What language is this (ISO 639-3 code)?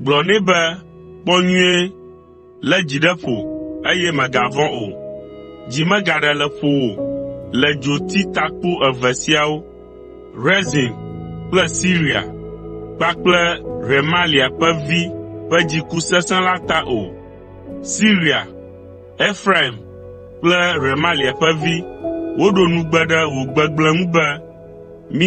ewe